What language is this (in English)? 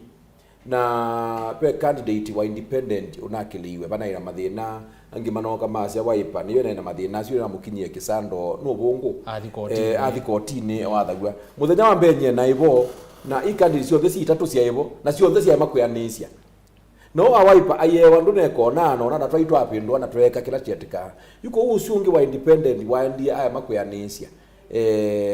Kamba